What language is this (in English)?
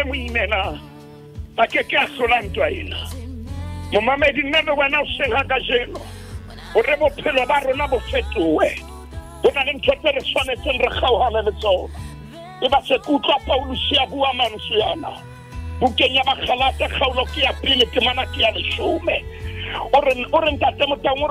Southern Sotho